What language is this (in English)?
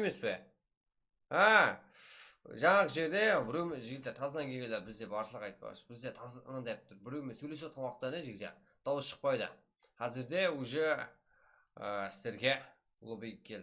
Kara-Kalpak